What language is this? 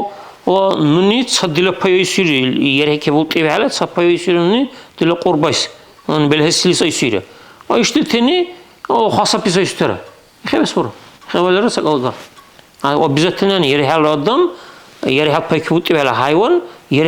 Dargwa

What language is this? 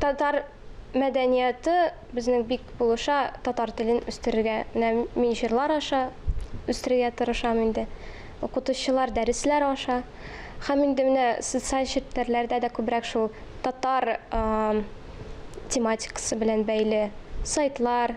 Tatar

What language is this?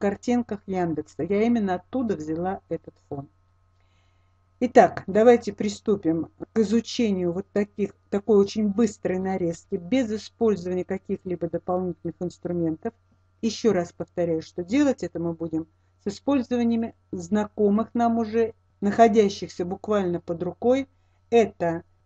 Russian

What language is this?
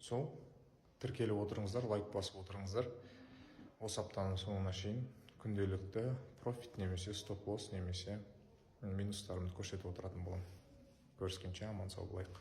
Kazakh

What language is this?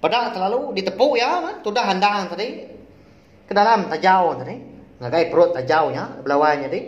Iban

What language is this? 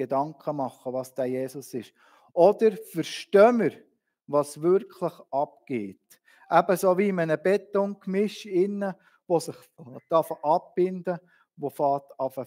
Swiss German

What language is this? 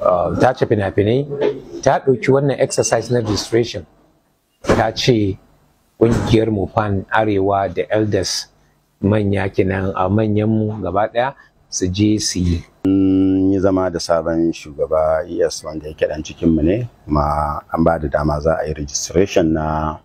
Hausa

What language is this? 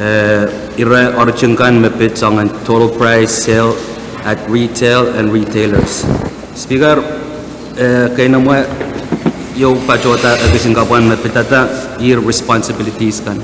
Pohnpeian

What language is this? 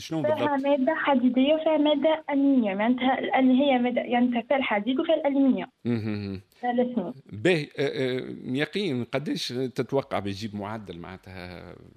Tunisian Arabic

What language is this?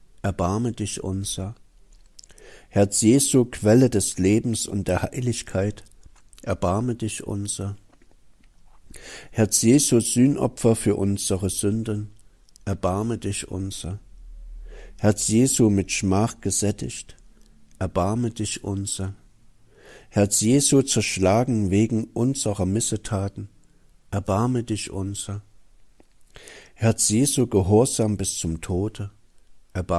German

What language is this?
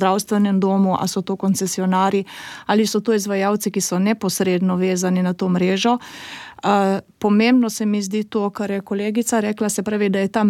Slovenian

